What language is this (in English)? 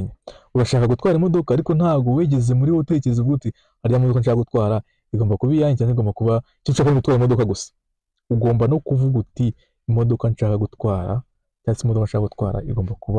Kinyarwanda